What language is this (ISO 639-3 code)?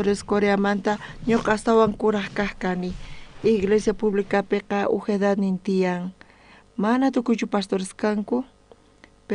quh